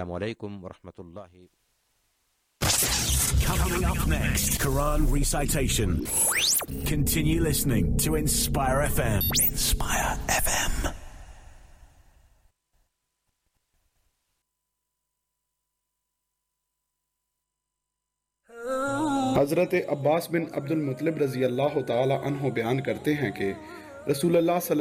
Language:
Urdu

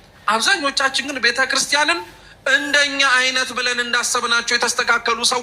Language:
Amharic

